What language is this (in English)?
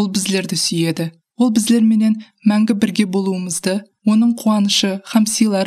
Kara-Kalpak